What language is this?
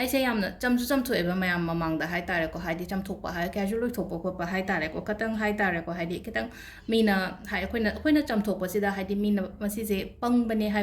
Manipuri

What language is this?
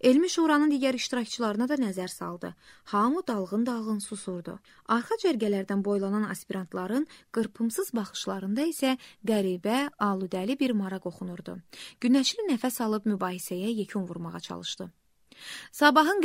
Azerbaijani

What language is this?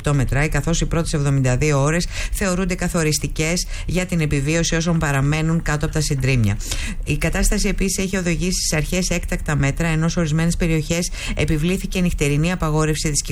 Greek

